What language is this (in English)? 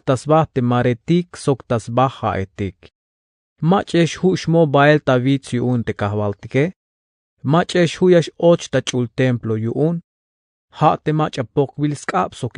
Tzeltal